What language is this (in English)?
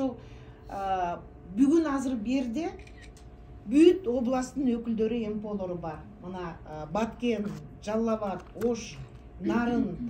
Kyrgyz